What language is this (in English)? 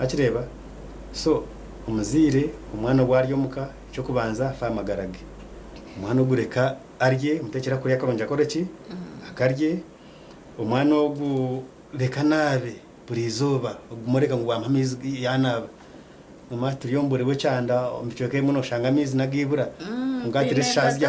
Nyankole